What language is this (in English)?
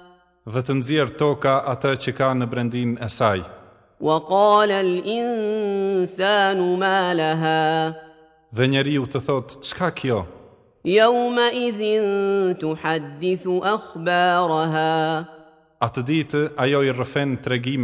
Albanian